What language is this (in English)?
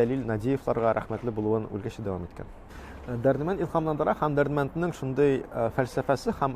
Tatar